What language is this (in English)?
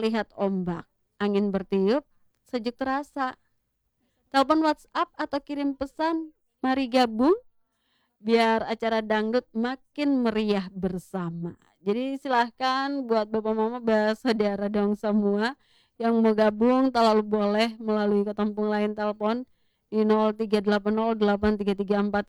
Indonesian